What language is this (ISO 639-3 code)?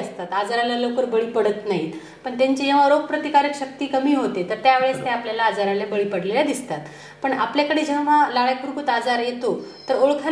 mar